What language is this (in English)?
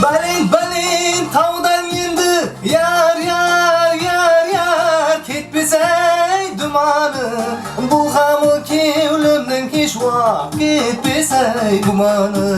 Kara-Kalpak